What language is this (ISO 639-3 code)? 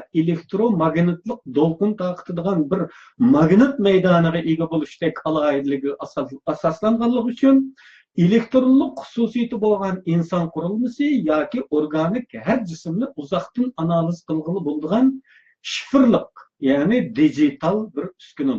uig